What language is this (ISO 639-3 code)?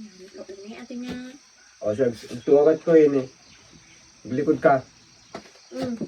ilo